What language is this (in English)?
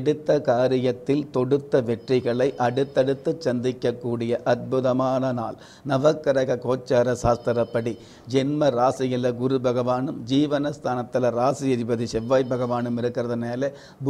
Tamil